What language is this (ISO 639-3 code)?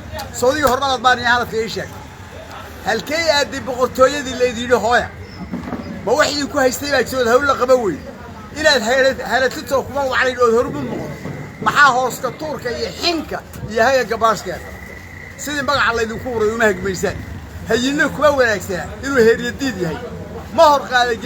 som